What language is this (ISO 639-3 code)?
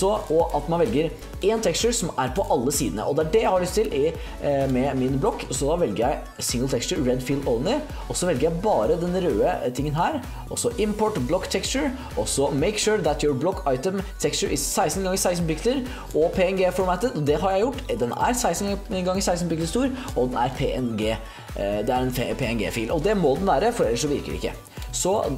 nor